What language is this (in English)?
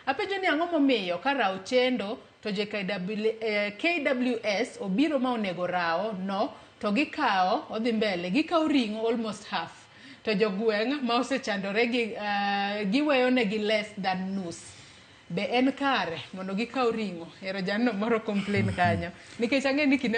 Luo (Kenya and Tanzania)